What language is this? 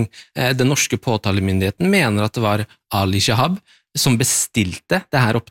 Norwegian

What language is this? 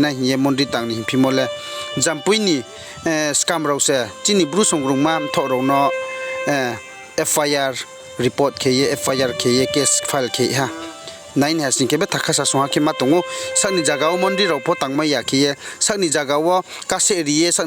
Riang (India)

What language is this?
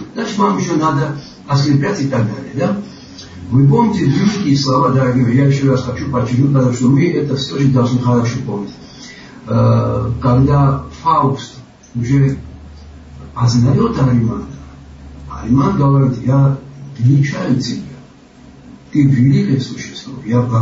Russian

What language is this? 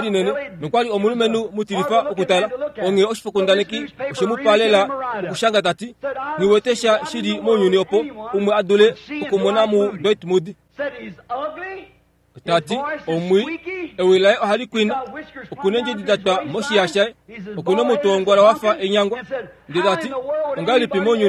Kuanyama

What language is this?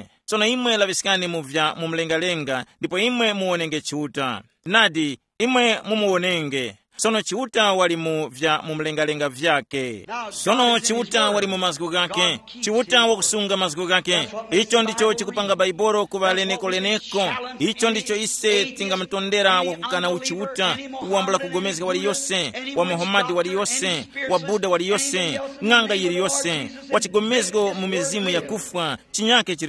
Tumbuka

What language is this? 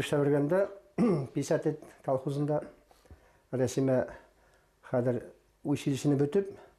Bashkir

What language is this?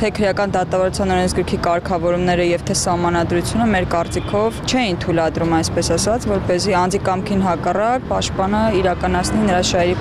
Armenian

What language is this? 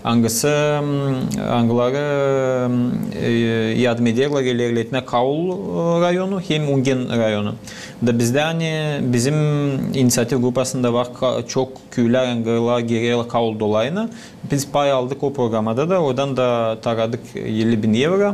Gagauz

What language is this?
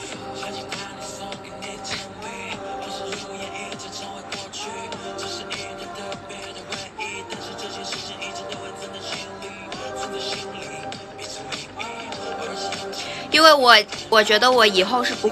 Chinese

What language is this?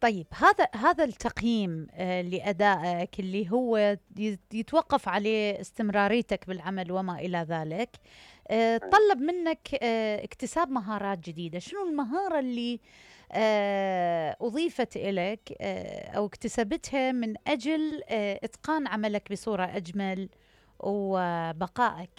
Mesopotamian Arabic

